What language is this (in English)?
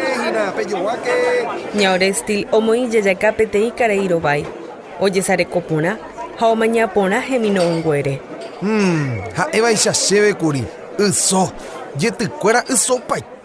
Guarani